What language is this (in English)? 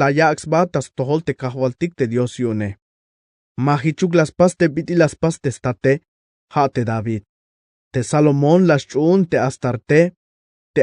Tzeltal